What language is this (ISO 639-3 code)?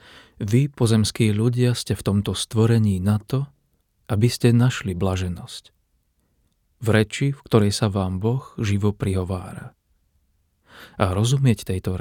slk